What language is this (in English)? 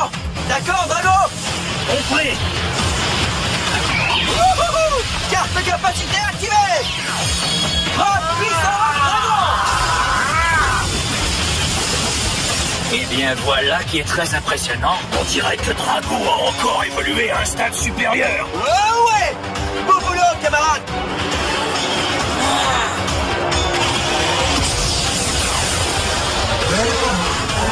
French